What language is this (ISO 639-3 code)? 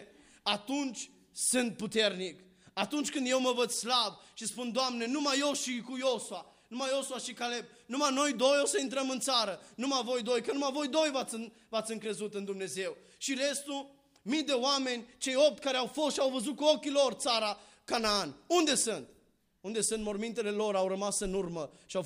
ron